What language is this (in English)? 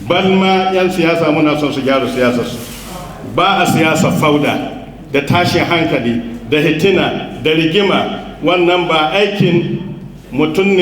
Hausa